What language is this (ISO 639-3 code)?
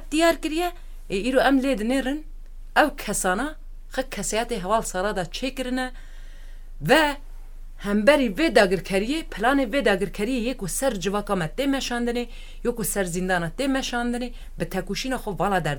kur